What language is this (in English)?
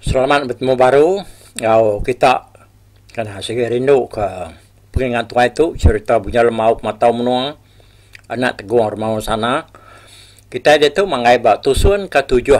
Iban